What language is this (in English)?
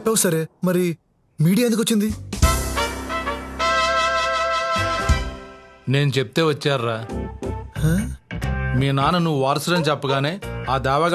Telugu